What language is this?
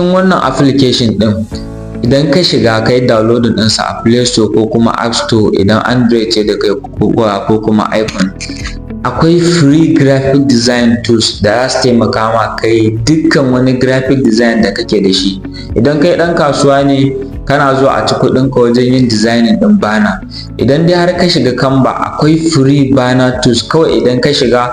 Hausa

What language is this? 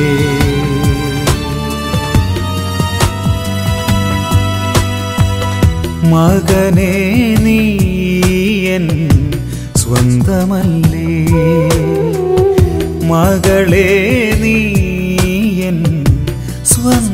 Malayalam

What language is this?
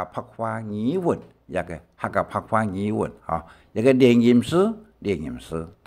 Hakka Chinese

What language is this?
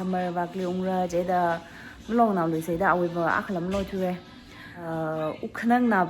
Tangkhul Naga (India)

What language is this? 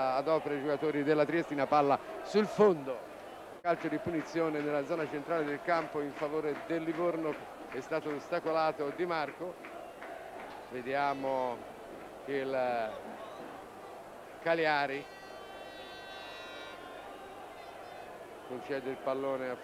Italian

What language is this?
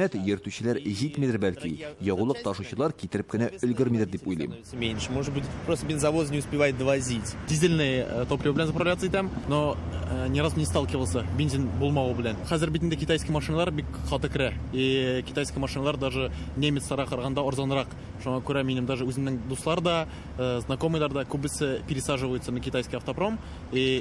Tatar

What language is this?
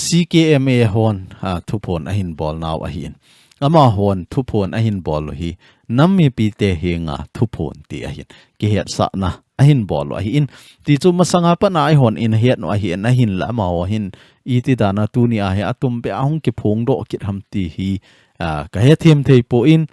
Thado Chin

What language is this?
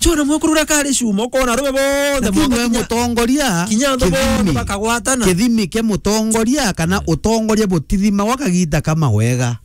Meru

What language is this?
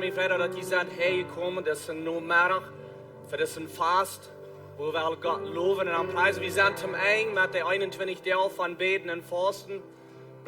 Plautdietsch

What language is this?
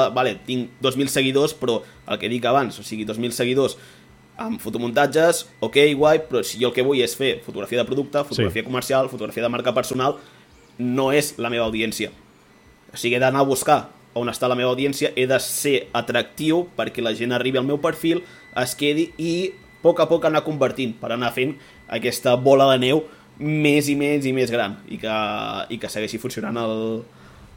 Catalan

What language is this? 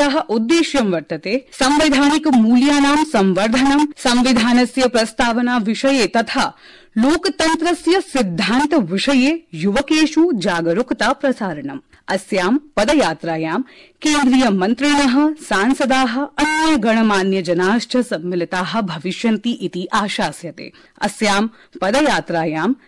Sanskrit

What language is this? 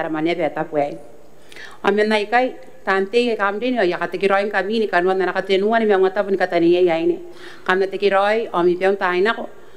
Gilbertese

